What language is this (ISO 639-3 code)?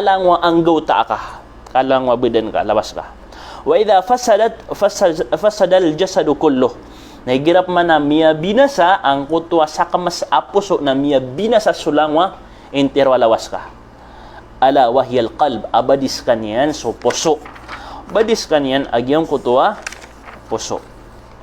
mrw